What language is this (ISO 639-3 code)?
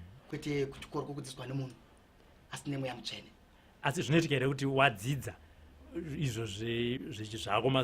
sna